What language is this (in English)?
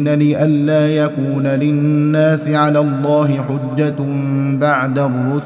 Arabic